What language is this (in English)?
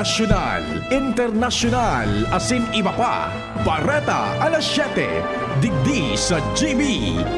Bikol